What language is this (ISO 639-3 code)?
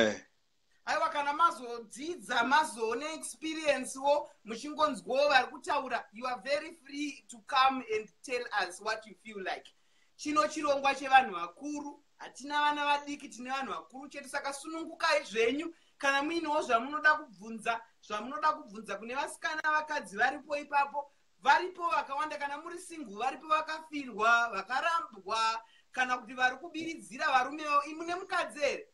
sna